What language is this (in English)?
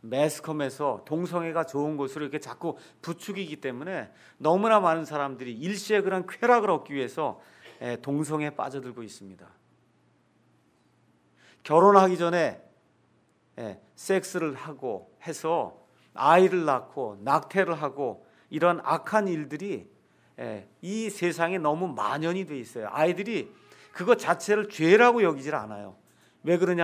Korean